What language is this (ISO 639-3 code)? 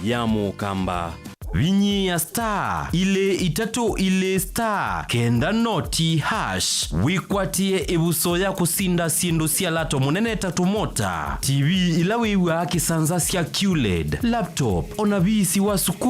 kam